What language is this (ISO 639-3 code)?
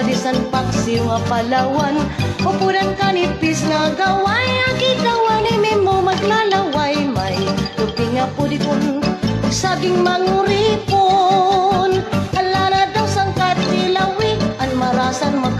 war